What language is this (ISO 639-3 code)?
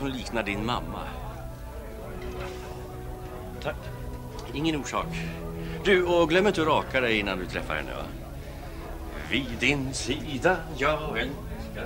swe